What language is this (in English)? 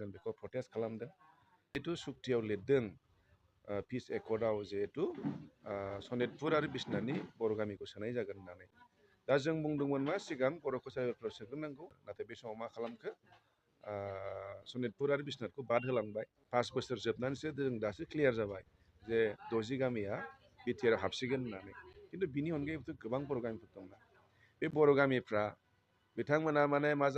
Bodo